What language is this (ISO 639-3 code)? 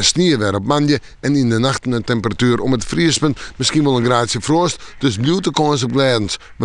fry